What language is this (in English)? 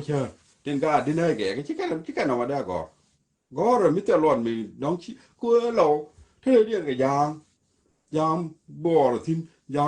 Nuer